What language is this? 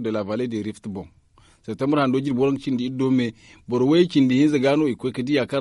Zarma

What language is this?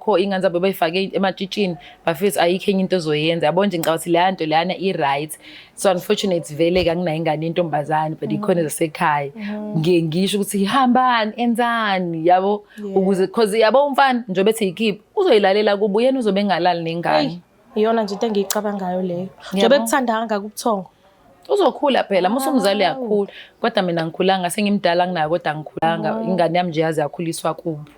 Zulu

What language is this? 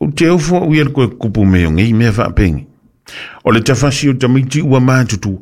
Samoan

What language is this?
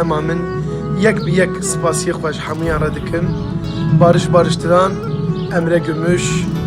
Kurdish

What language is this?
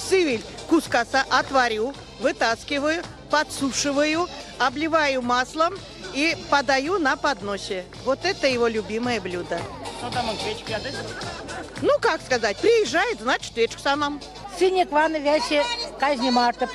Erzya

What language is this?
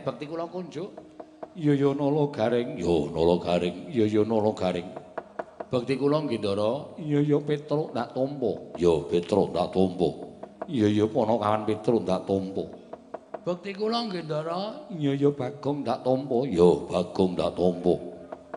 Javanese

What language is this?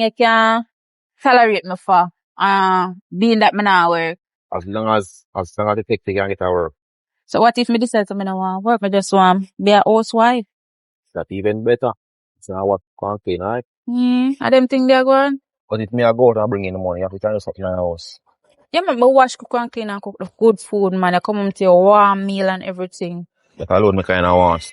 Jamaican Creole English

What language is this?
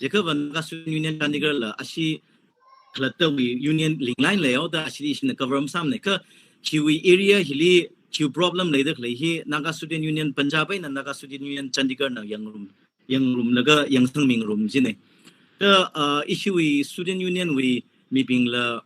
Tangkhul Naga (India)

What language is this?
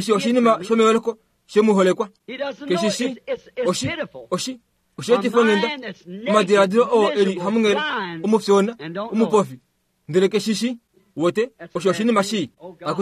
Kuanyama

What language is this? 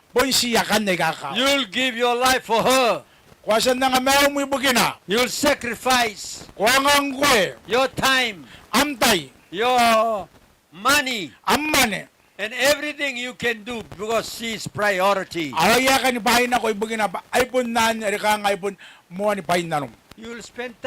Gilbertese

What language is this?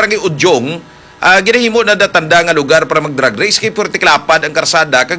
Hiligaynon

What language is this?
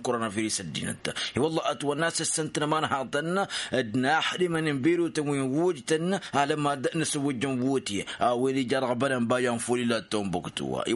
Tamasheq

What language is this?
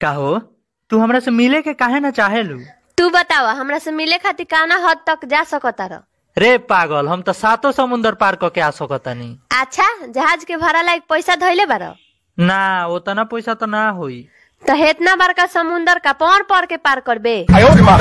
Bhojpuri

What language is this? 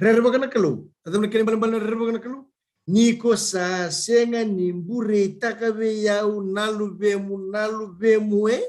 Fijian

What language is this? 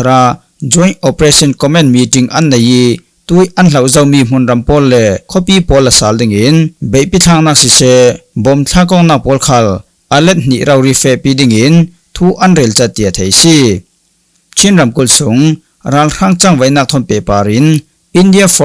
Falam Chin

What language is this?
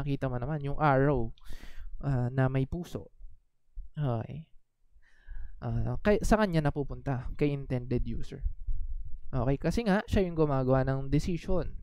Filipino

